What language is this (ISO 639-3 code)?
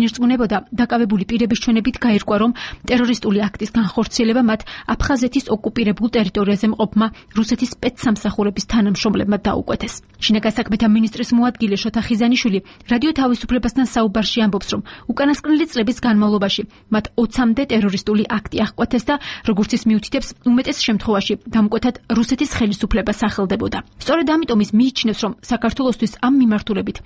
kat